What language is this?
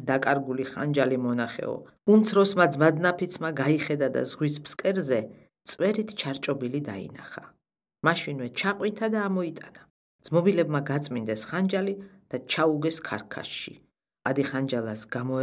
Georgian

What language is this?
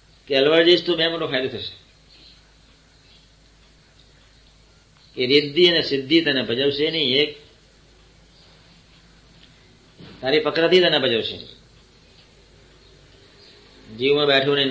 Gujarati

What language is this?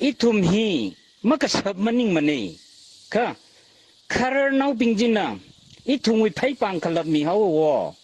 Tangkhul Naga (India)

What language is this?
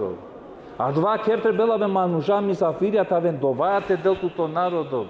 Balkan Romani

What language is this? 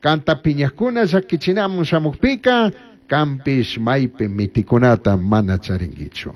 Chimborazo Highland Quichua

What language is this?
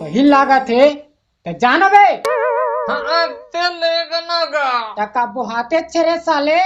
Chhattisgarhi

